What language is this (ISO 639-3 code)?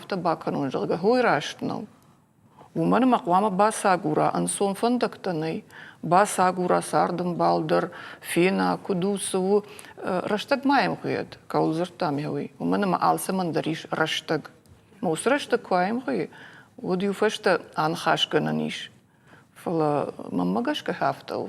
oss